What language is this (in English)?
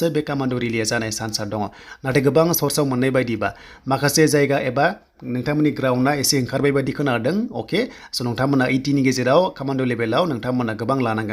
Bodo